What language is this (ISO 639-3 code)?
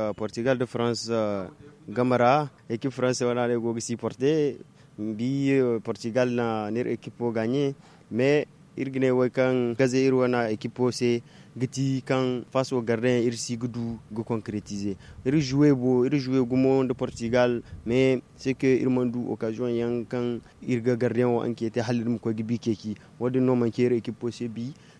dje